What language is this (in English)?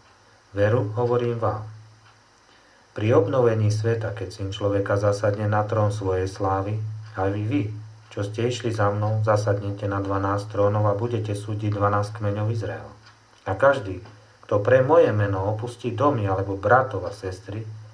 Slovak